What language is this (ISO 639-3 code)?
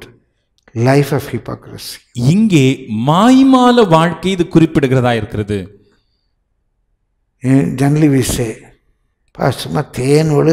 tam